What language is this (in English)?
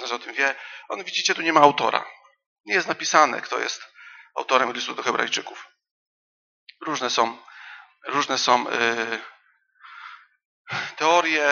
Polish